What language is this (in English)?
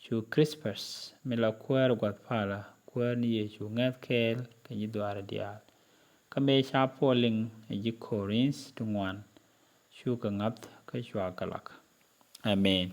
Nuer